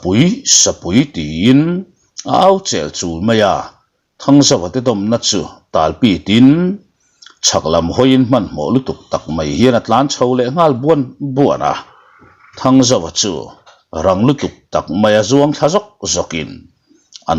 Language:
Mizo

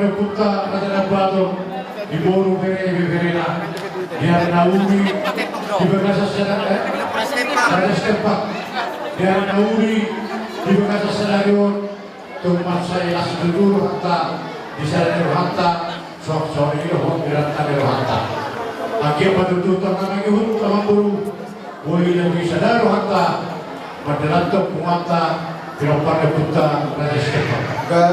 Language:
Batak Toba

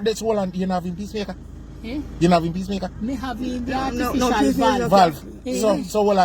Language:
Jamaican Creole English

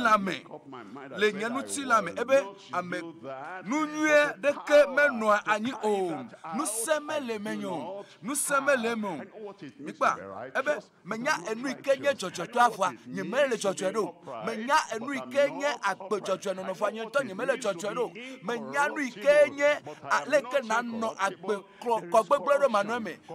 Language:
Ewe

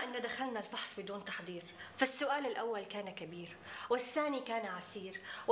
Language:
Arabic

